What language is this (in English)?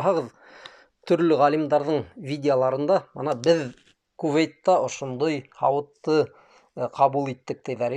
Bashkir